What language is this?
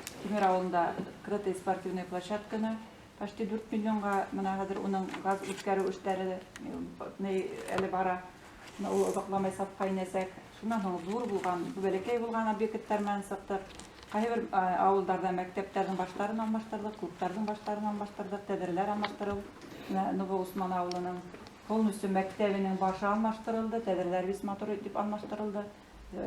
Bashkir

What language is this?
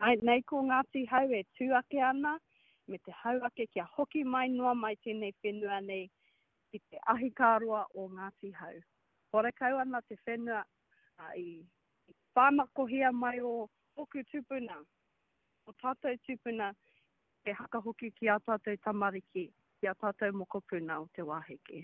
Māori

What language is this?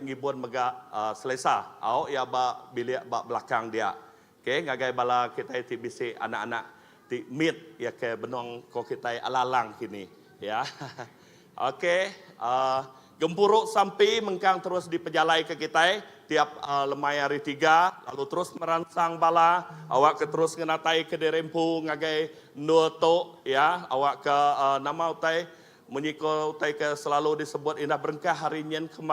Iban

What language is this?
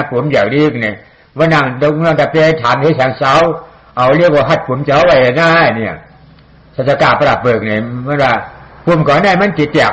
Shan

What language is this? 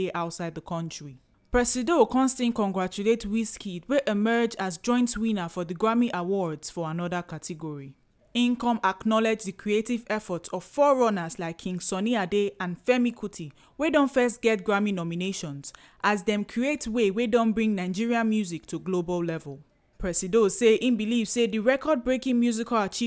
Nigerian Pidgin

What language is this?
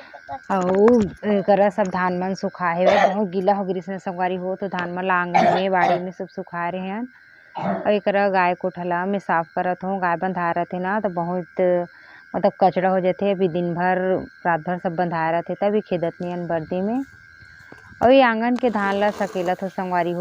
Chhattisgarhi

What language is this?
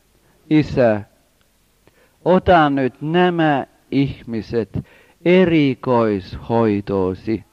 Finnish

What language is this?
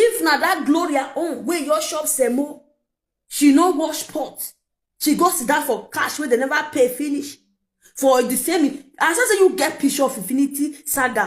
Nigerian Pidgin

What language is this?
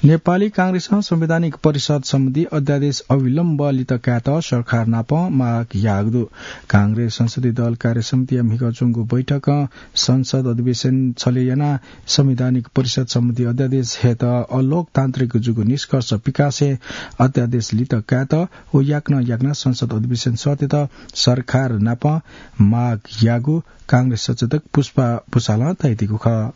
Newari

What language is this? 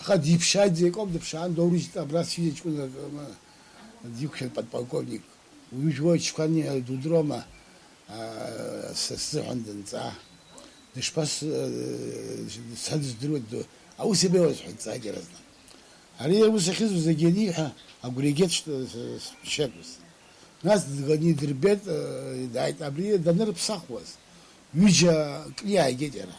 Abkhazian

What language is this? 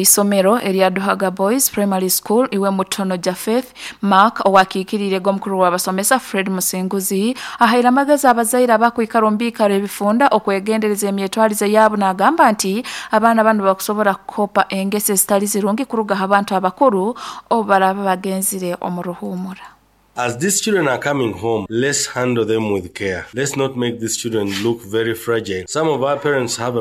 Nyoro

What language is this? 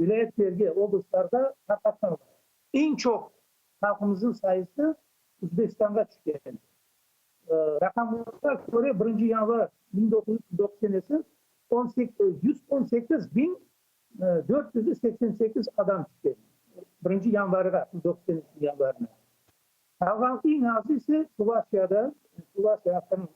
Crimean Tatar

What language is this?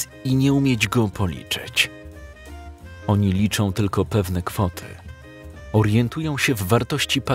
Polish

